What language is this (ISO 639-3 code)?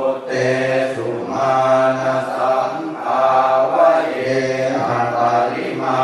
pli